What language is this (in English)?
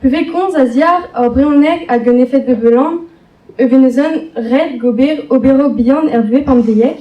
Breton